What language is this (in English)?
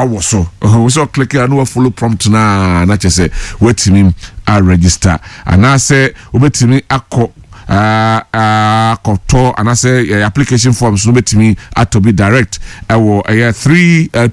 Akan